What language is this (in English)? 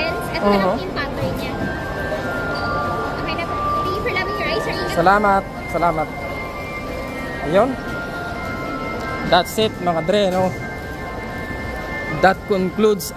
Filipino